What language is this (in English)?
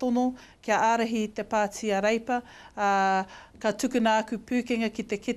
Māori